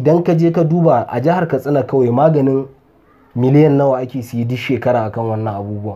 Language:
Hausa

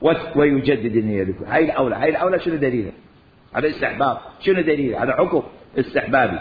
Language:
Mesopotamian Arabic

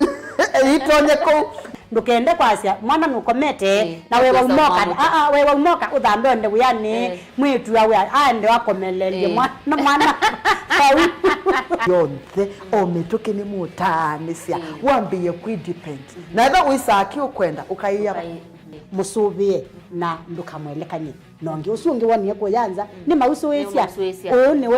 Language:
Kamba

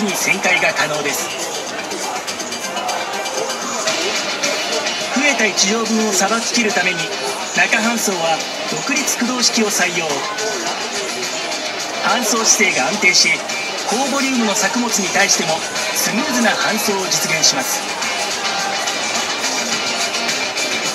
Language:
Japanese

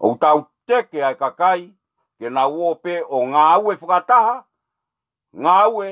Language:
Tongan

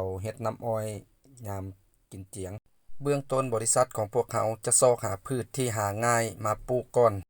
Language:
Lao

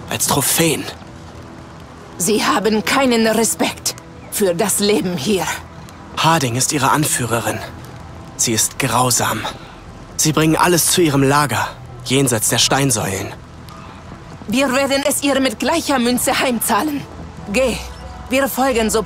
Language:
German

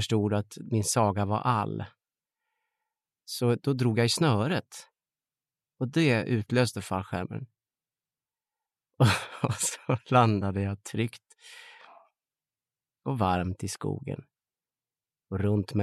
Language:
Swedish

